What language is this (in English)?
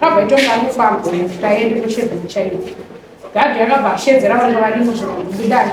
Shona